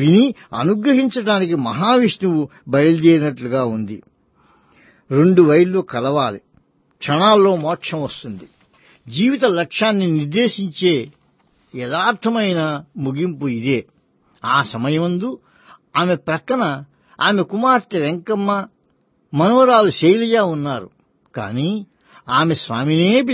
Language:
Telugu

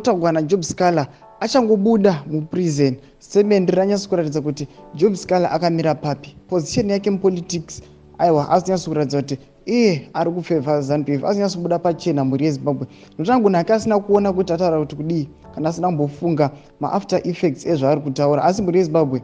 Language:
Shona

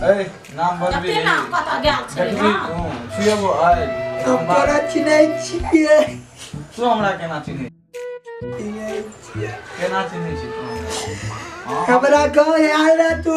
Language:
Maithili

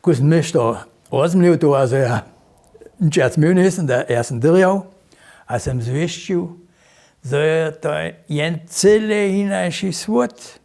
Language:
Upper Sorbian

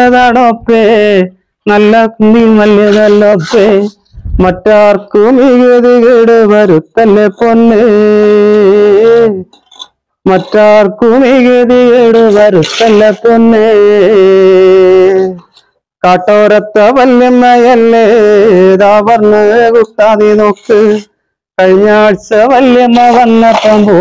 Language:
Malayalam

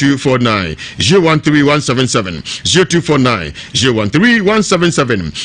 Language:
Akan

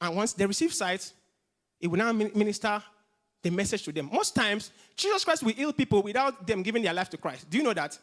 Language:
English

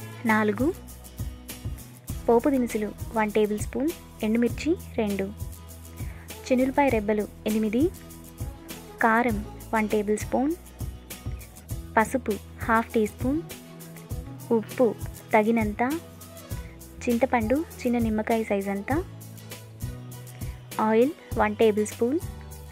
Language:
Telugu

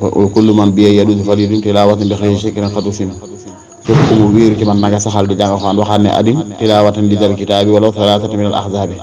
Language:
Wolof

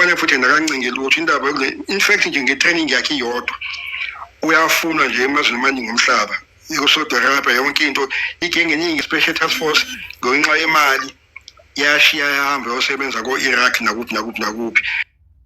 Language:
Zulu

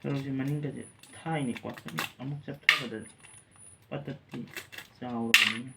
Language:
Manipuri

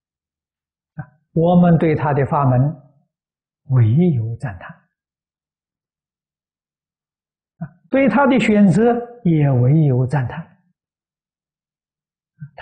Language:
Chinese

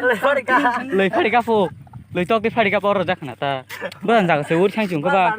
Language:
Kok Borok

